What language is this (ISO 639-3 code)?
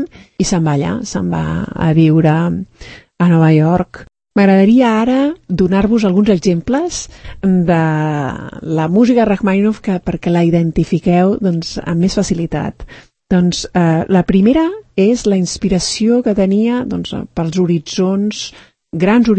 cat